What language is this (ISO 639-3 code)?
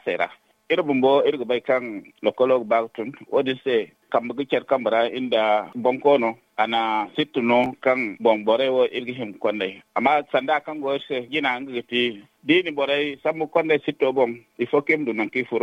dje